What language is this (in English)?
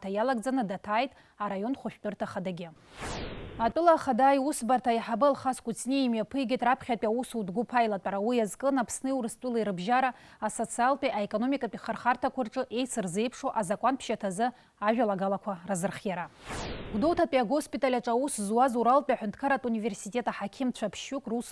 Abkhazian